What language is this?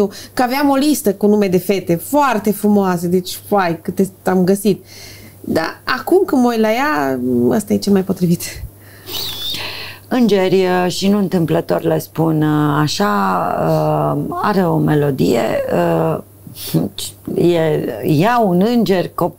Romanian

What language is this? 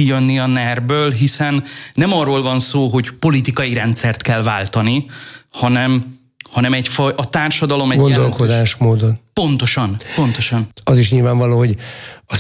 Hungarian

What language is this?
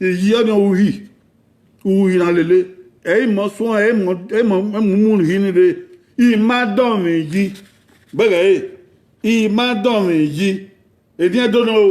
Bini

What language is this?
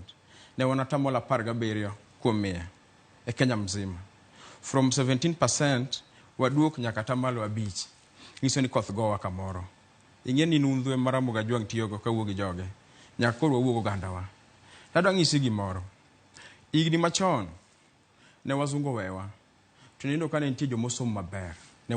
Luo (Kenya and Tanzania)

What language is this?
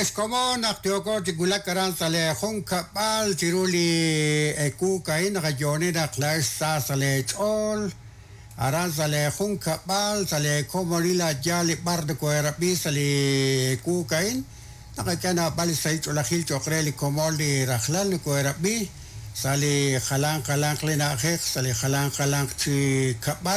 Kekchí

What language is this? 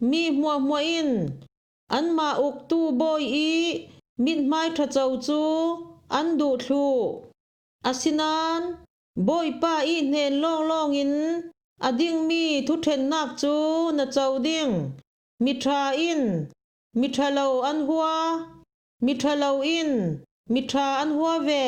Falam Chin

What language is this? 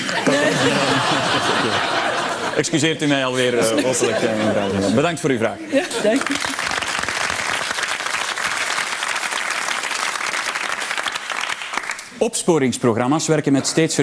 Dutch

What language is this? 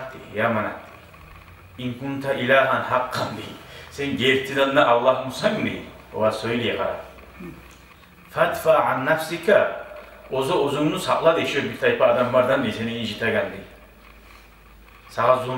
Kumyk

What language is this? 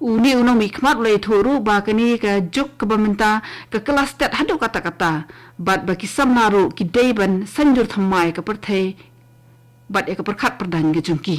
Khasi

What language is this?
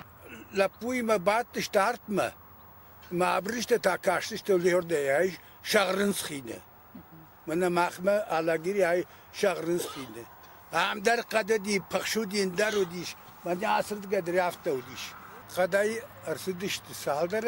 Ossetic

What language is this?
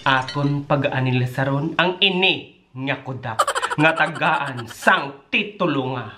Hiligaynon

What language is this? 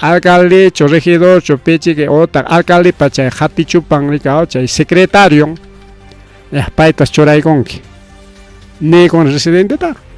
Ayacucho Quechua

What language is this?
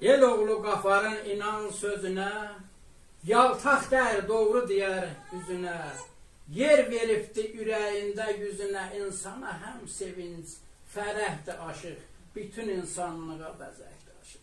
South Azerbaijani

